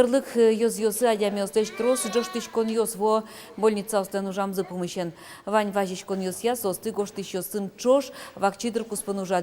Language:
Udmurt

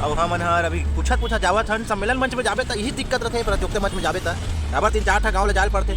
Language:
Chhattisgarhi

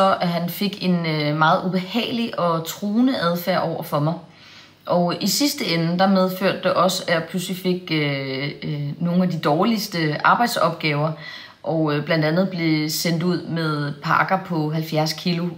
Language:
Danish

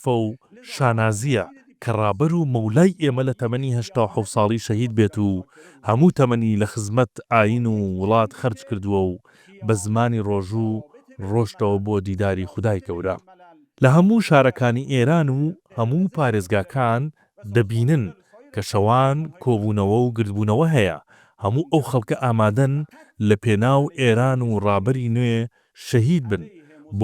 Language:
Central Kurdish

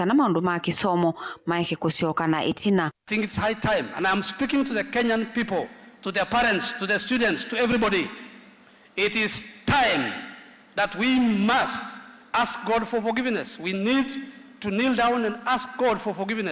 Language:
Kamba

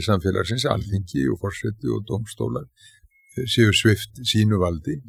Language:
Icelandic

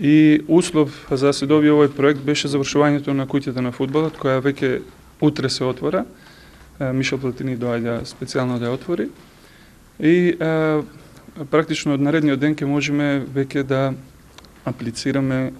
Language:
Macedonian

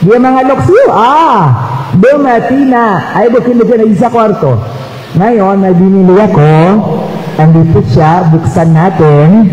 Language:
Maranao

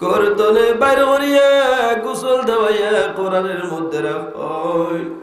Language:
Sylheti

